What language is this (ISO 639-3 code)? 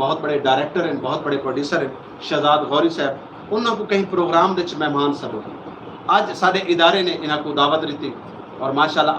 skr